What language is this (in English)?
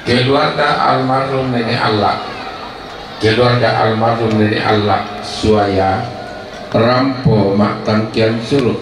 Toraja-Sa'dan